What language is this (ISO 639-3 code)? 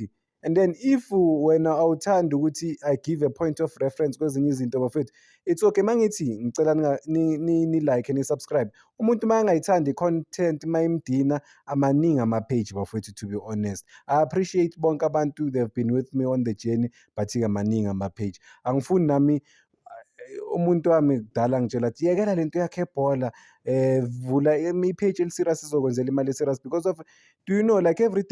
zul